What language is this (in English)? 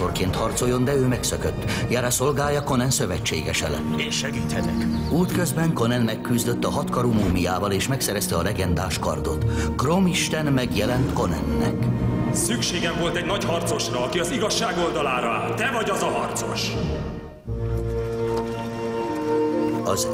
Hungarian